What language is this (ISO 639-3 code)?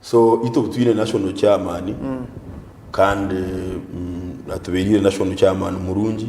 nyn